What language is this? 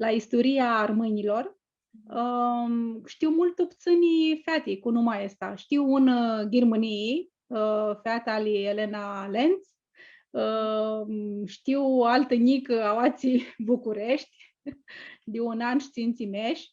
Aromanian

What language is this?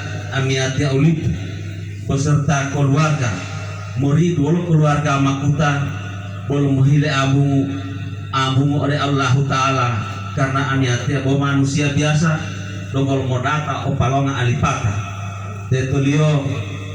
Gorontalo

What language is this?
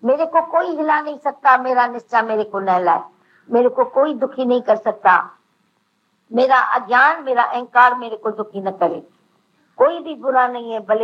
Hindi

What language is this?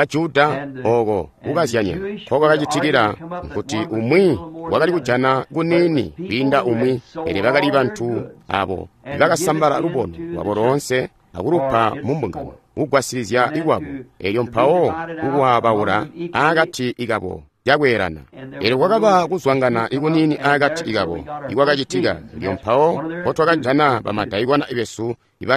Tonga (Zambia)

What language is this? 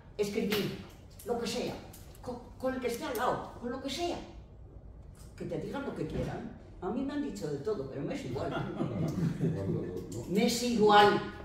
Spanish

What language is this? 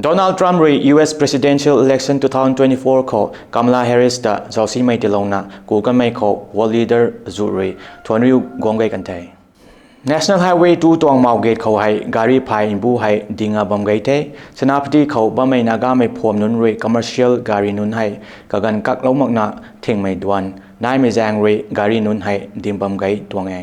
Rongmei Naga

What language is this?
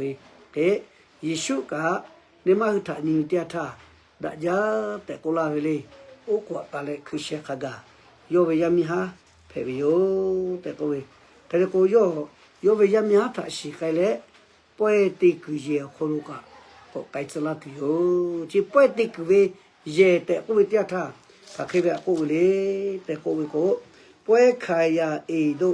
Lahu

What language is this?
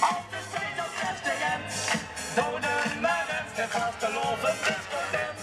Limburgish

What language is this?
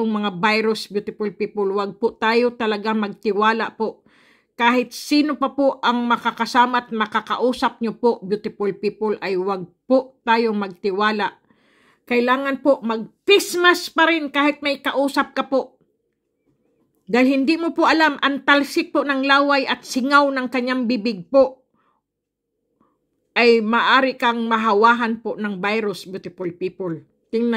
Filipino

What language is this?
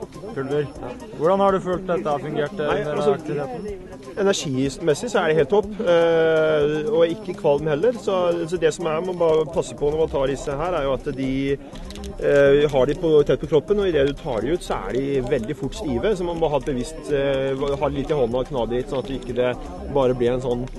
Norwegian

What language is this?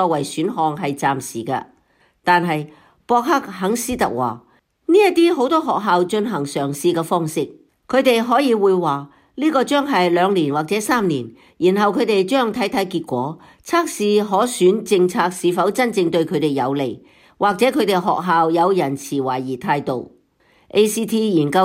Cantonese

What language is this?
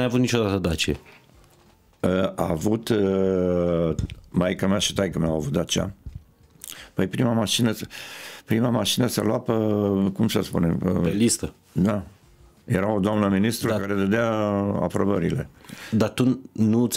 Romanian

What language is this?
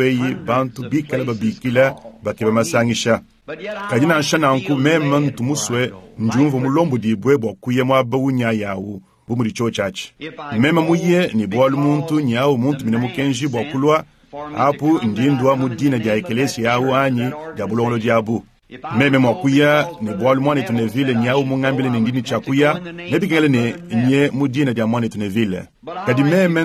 Luba-Lulua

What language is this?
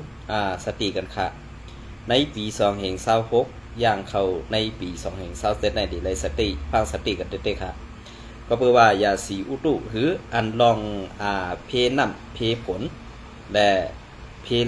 Shan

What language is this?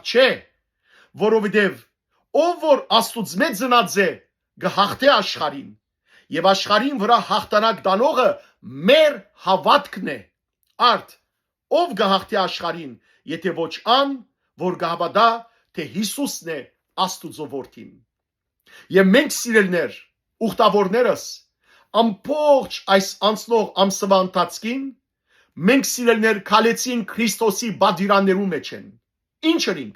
Western Armenian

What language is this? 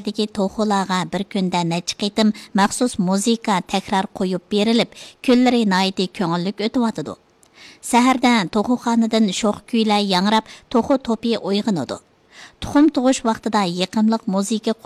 Uyghur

